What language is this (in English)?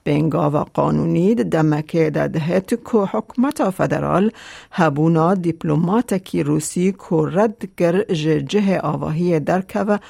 Kurdish